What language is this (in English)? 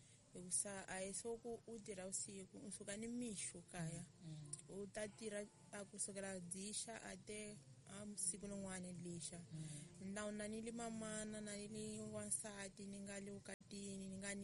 Tsonga